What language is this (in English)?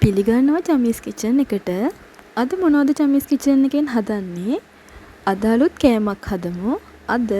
Sinhala